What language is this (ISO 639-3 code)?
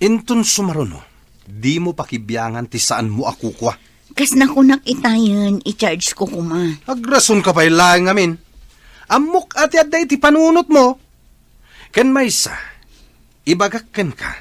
ilo